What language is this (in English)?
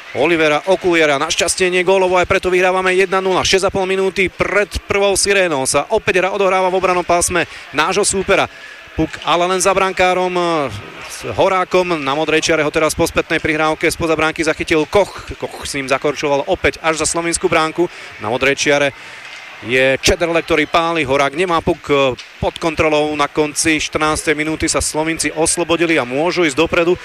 Slovak